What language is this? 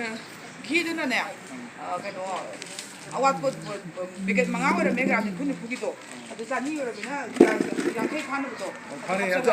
Manipuri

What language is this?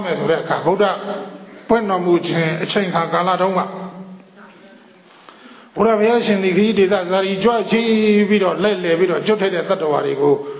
Burmese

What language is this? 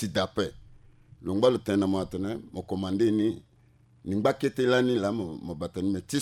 Sango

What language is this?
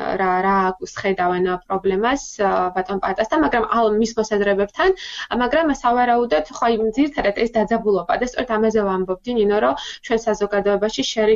Georgian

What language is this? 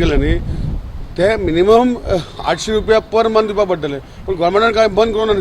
Konkani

